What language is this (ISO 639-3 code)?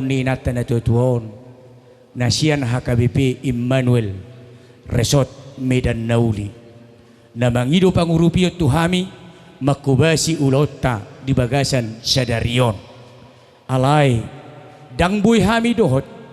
bbc